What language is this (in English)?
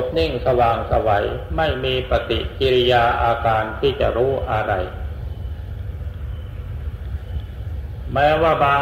Thai